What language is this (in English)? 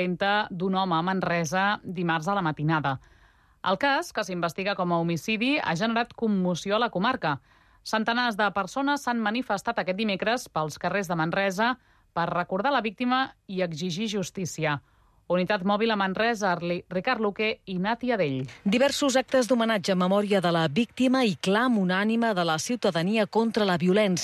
Catalan